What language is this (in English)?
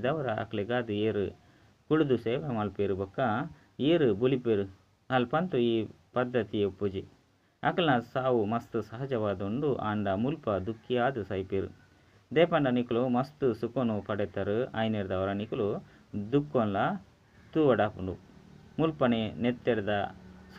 Tulu